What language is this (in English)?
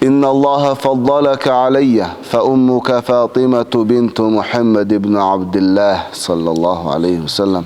Dargwa